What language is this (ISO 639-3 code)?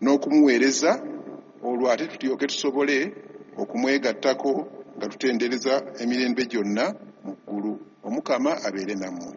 lug